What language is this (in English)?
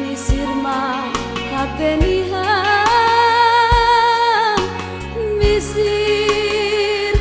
Batak Simalungun